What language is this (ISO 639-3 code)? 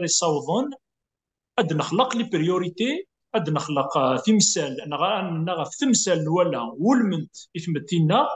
kab